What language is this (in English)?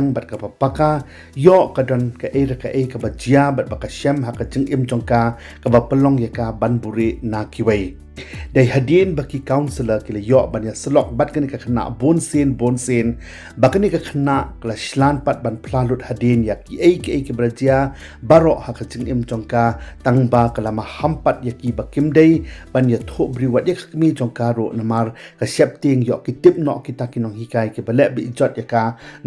Khasi